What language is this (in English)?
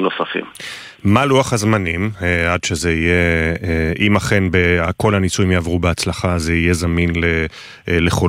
Hebrew